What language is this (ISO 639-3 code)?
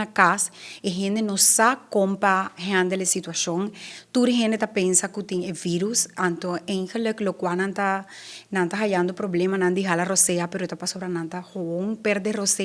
pap